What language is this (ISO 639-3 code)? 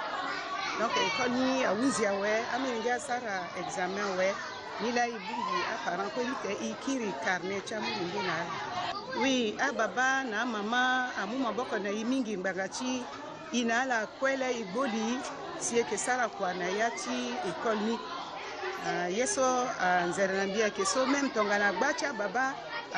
sag